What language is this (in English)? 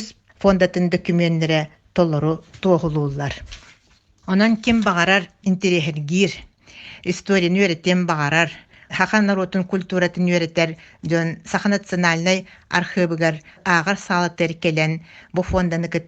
Yakut